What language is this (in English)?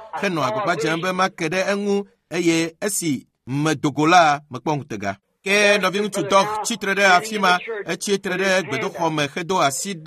Ewe